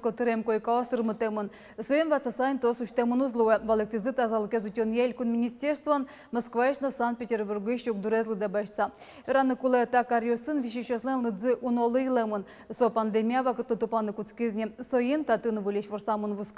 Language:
Udmurt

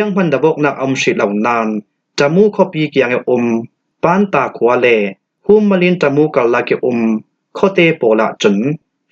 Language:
Falam Chin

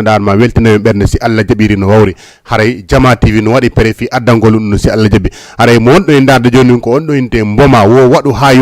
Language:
Fula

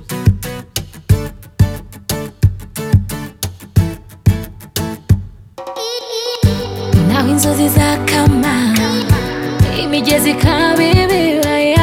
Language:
Kinyarwanda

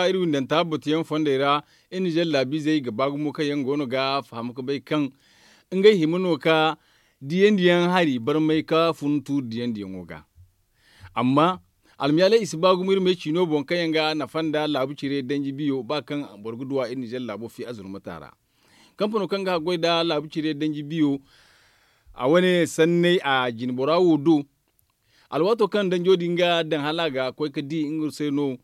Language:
Zarma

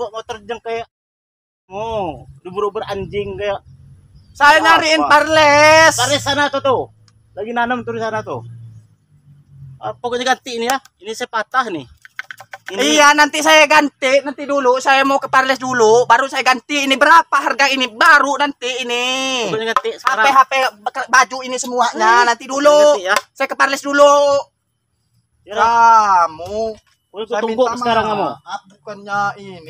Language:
Indonesian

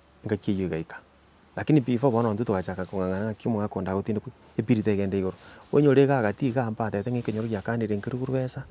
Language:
Gusii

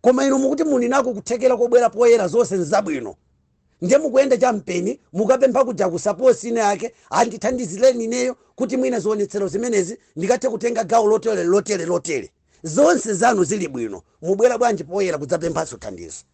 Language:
Nyanja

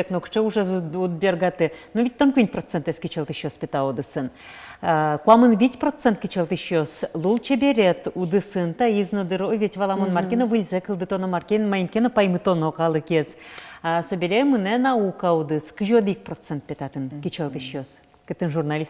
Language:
Udmurt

